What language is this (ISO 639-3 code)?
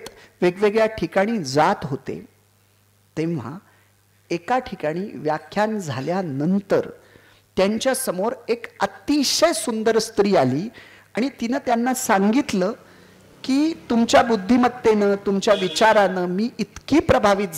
mar